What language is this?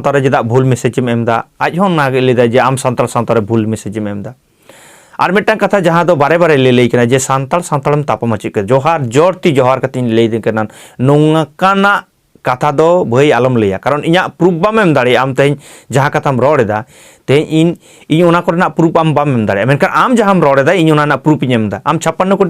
Santali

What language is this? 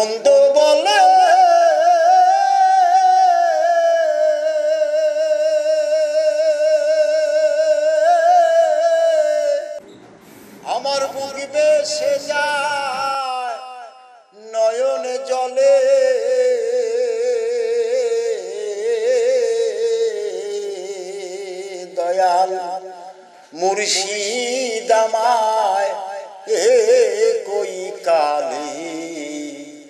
Bangla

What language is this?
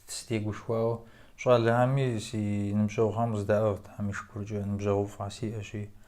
Kabardian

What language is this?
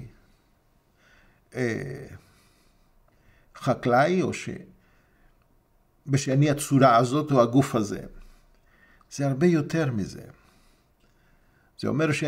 Hebrew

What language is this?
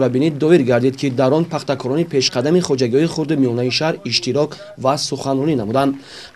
Tajik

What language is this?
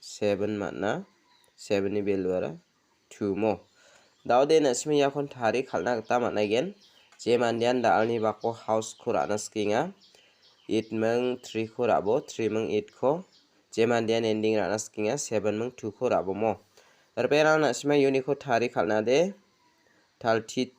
Garo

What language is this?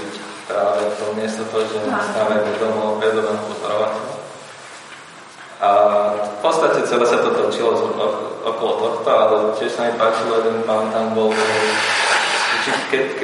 Slovak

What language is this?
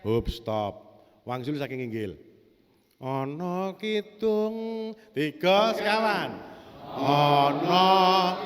Javanese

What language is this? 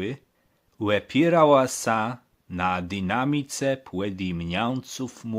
Kashubian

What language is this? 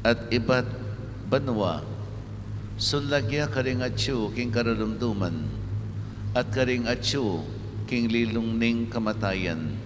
Pampanga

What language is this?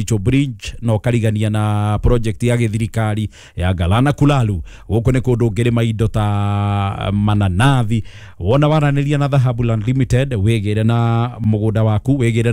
Kikuyu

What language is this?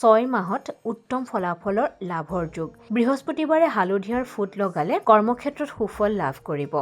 Assamese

